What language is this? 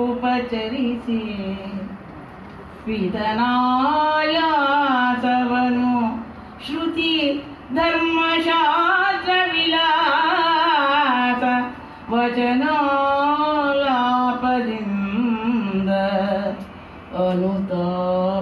Kannada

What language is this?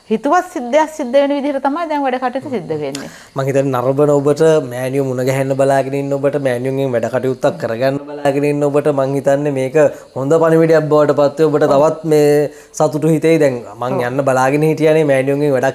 Sinhala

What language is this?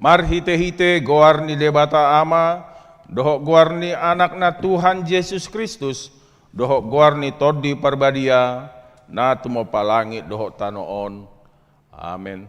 Batak Toba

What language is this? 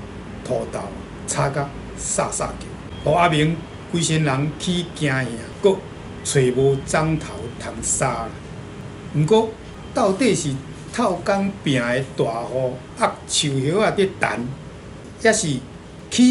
Min Nan Chinese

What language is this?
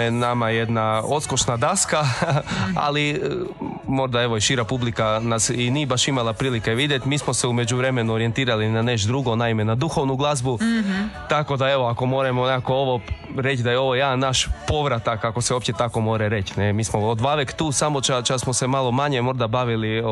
Croatian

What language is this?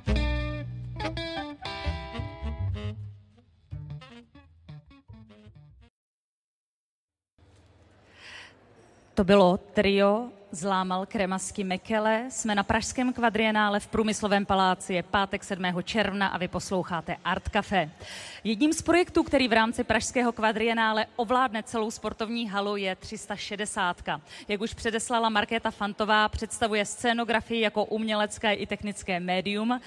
Czech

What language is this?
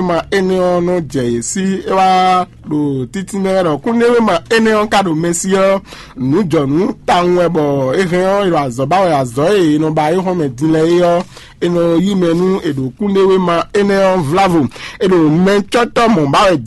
Fon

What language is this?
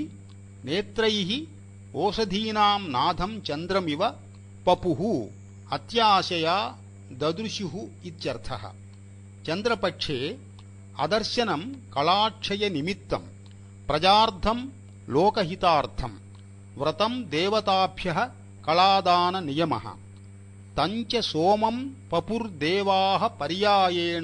Sanskrit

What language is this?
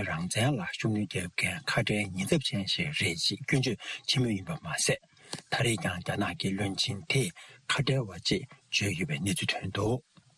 Tibetan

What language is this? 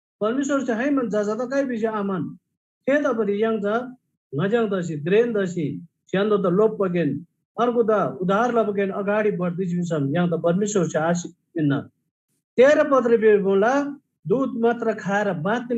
Eastern Tamang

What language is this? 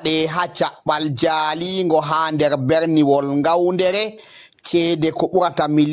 Fula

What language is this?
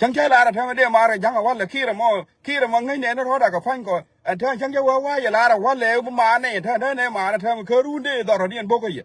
Nuer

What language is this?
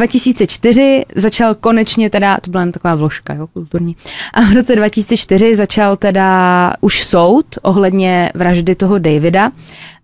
Czech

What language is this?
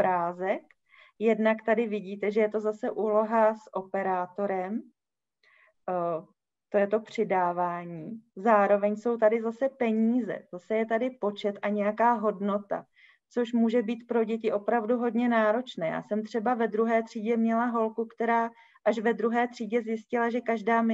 Czech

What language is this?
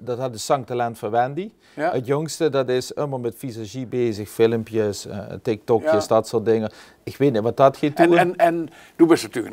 Limburgish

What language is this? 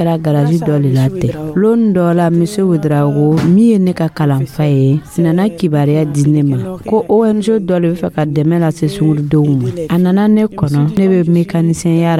Dyula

